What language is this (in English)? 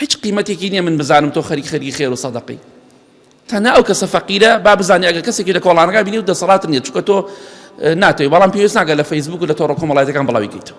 Central Kurdish